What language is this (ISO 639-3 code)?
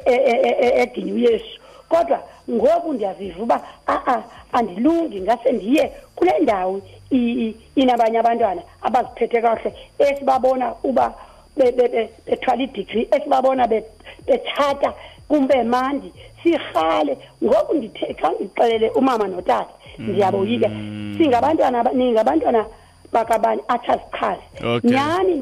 xho